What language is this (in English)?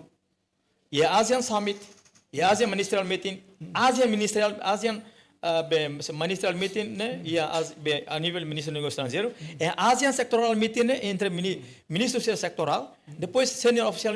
Tetum